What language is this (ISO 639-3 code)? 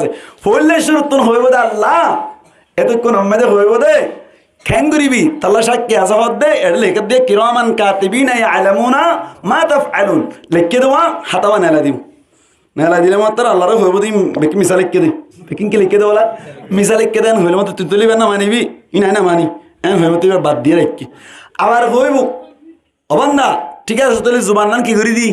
rhg